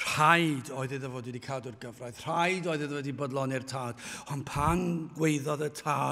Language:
Welsh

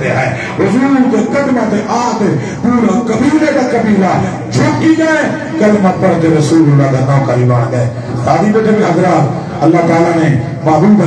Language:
Saraiki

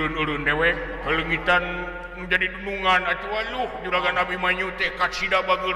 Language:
Sundanese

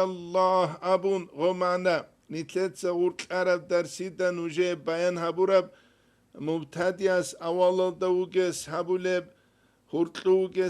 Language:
Avaric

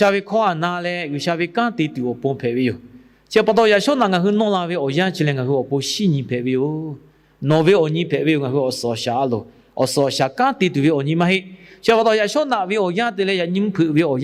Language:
Lahu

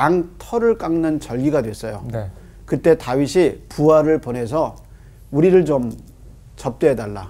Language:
Korean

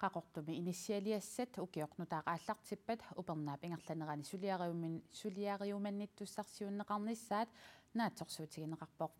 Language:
Kalaallisut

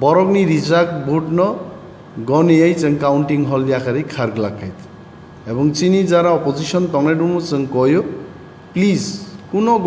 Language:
Kok Borok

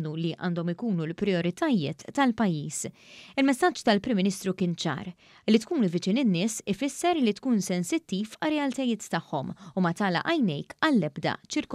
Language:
Maltese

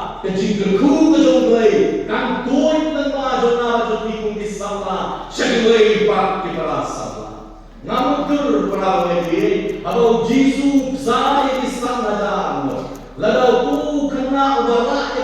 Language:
Khasi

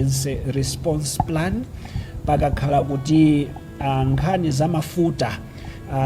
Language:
Nyanja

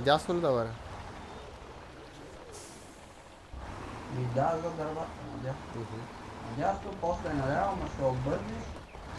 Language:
Bulgarian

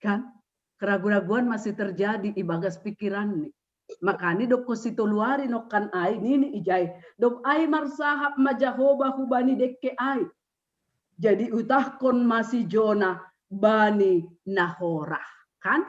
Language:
Batak Simalungun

